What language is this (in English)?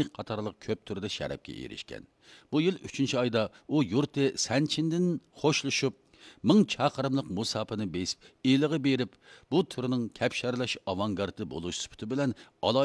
Uyghur